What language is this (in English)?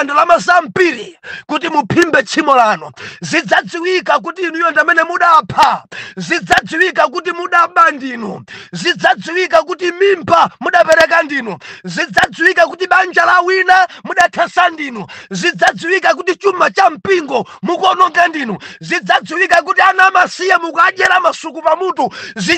Nyanja